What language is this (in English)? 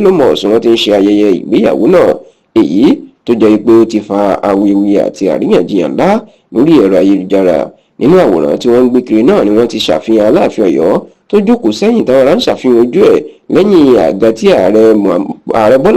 Yoruba